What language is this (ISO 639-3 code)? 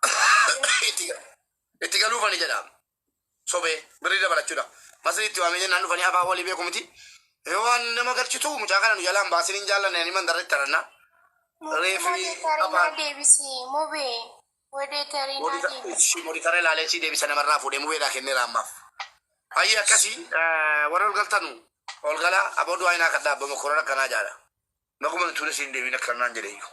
orm